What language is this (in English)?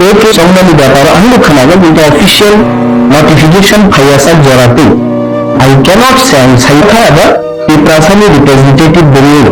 Kok Borok